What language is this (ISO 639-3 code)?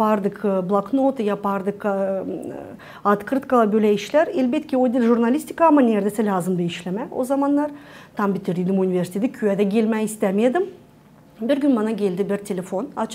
gag